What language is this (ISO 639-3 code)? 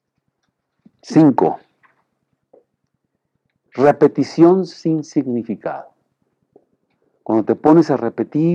spa